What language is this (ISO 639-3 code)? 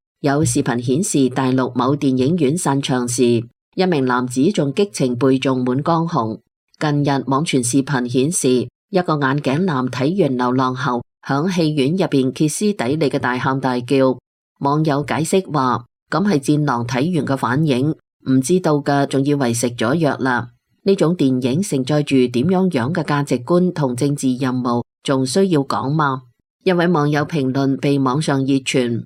yue